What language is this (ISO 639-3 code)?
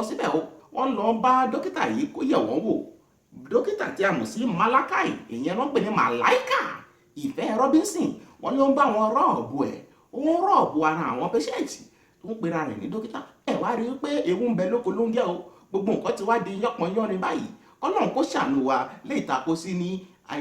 yor